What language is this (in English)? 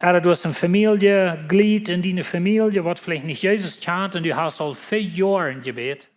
Plautdietsch